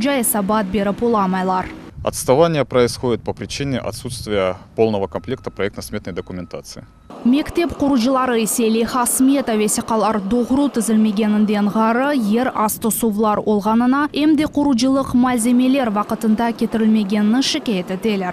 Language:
Crimean Tatar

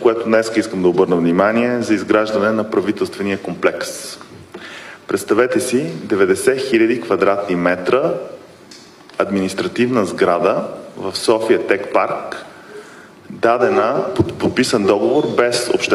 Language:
Bulgarian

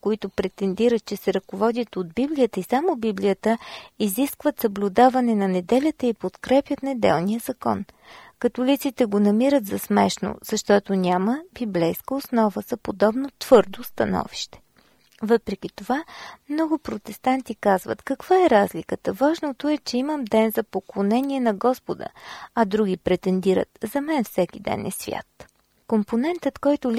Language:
Bulgarian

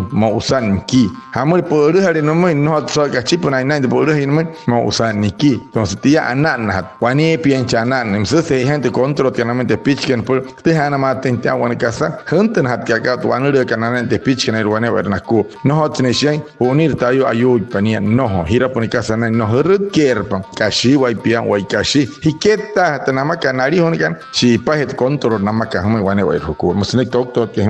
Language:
Wayuu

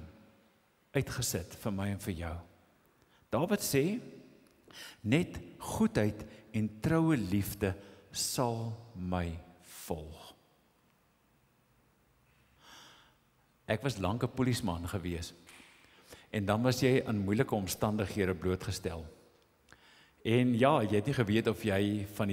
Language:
Afrikaans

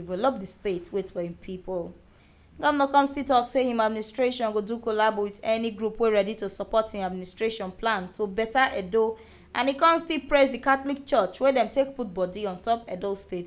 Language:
Nigerian Pidgin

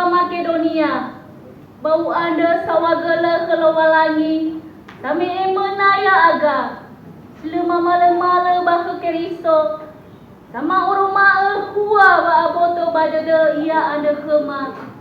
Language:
Nias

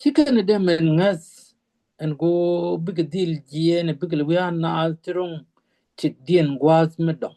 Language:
Nuer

